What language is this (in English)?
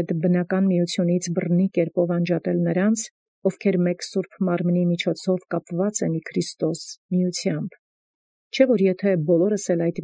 Armenian